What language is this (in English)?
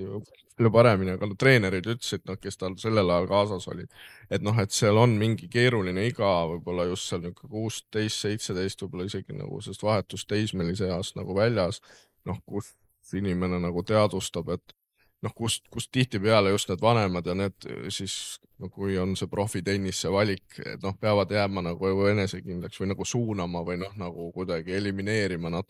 Estonian